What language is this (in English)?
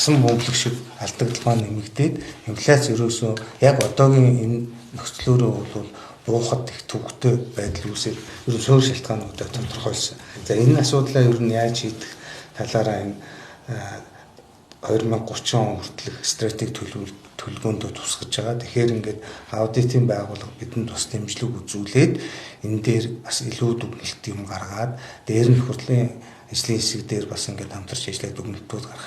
Mongolian